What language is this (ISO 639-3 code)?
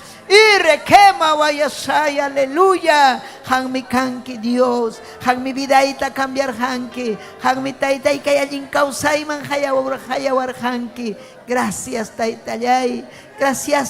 quy